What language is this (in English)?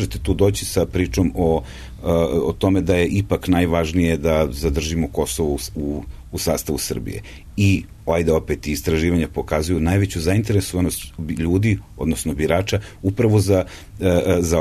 Serbian